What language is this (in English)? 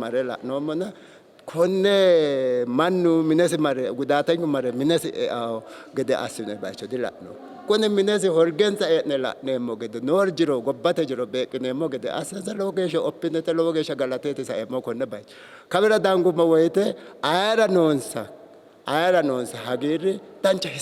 Sidamo